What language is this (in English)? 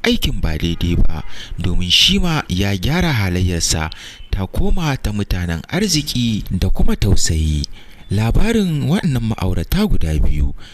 Hausa